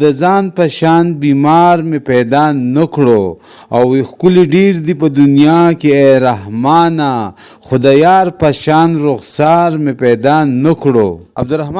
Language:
Pashto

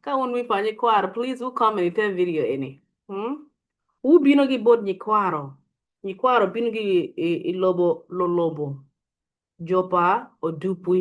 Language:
Acoli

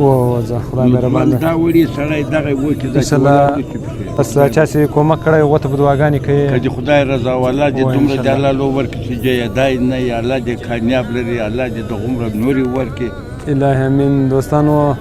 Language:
Pashto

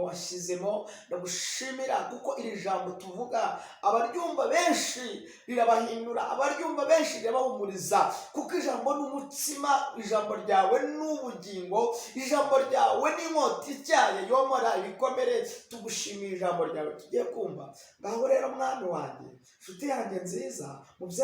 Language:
Kinyarwanda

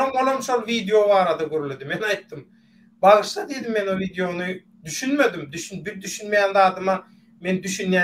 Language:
Turkmen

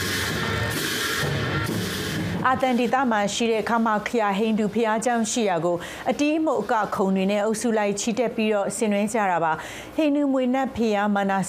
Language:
Burmese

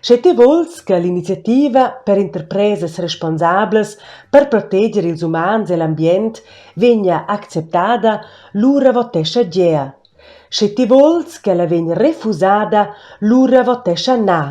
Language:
Romansh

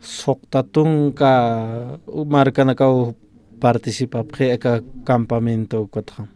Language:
Aymara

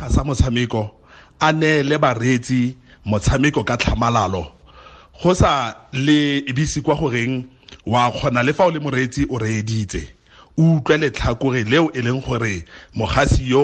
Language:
Tswana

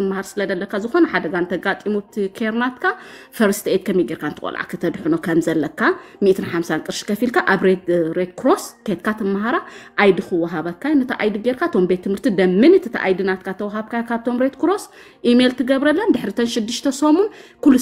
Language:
Tigrinya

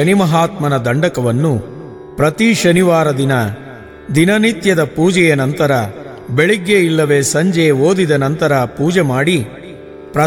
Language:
Kannada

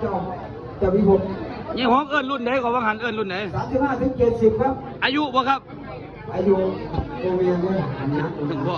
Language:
Northeastern Thai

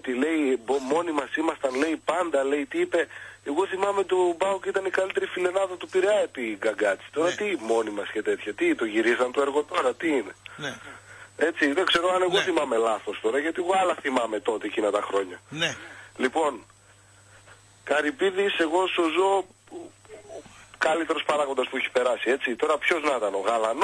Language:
Greek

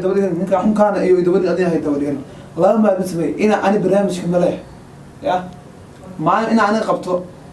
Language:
Somali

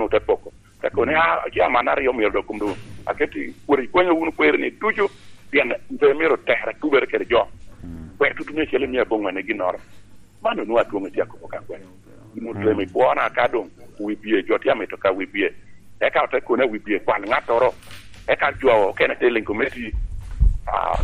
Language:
Lango (Uganda)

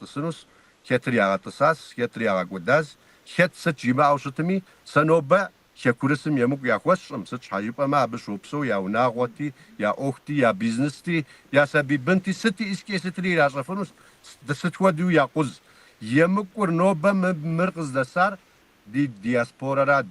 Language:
Kabardian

